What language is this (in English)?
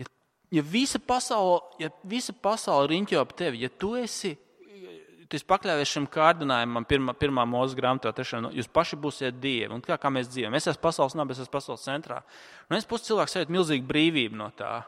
Latvian